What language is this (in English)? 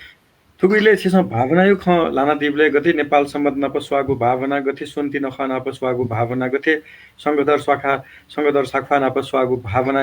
Newari